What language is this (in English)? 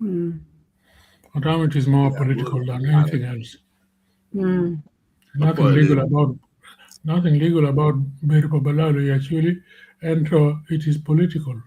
Acoli